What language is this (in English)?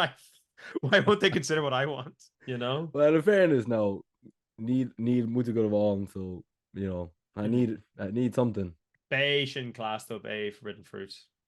Irish